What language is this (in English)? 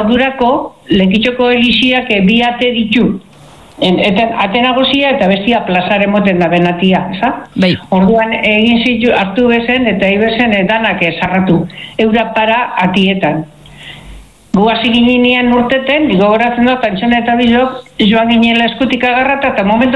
Basque